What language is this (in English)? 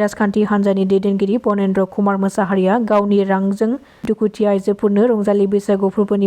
Bodo